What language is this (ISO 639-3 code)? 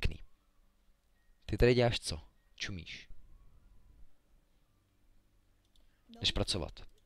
ces